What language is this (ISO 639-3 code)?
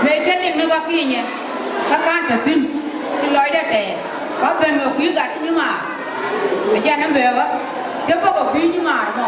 nus